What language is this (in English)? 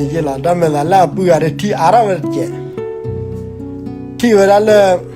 S'gaw Karen